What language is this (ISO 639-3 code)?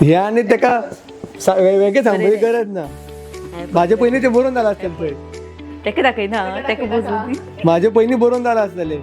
kok